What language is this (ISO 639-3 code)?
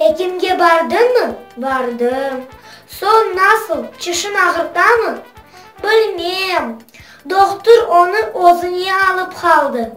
crh